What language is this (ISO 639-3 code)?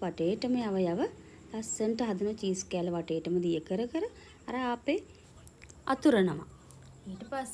sin